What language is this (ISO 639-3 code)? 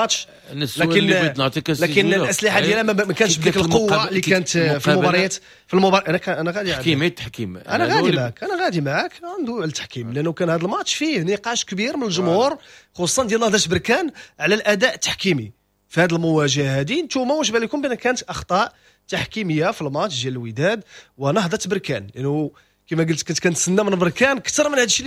ary